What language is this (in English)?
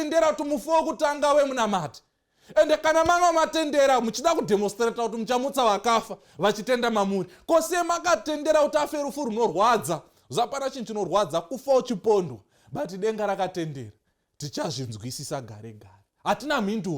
Shona